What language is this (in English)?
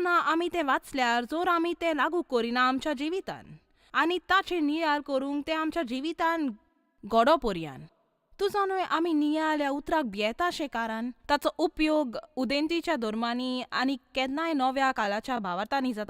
Konkani